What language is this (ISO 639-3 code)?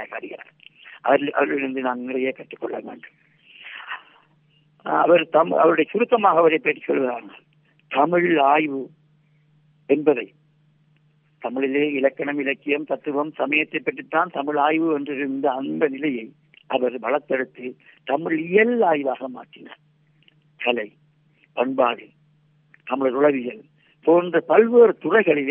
tam